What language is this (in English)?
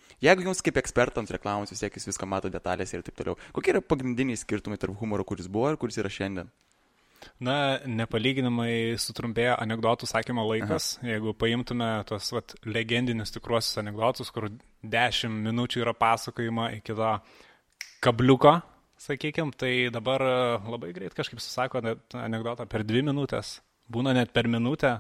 Lithuanian